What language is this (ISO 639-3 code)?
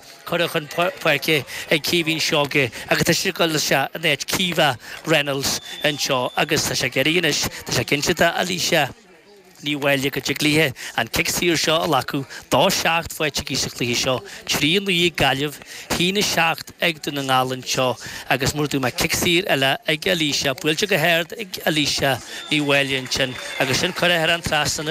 gle